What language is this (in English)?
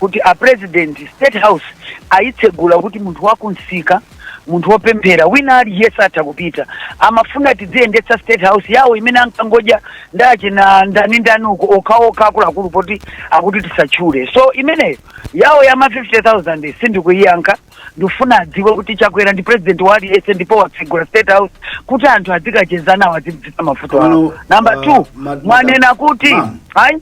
Nyanja